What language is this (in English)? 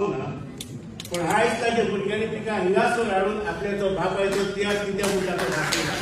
Konkani